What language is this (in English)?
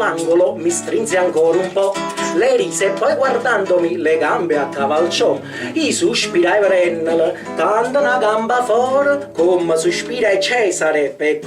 Neapolitan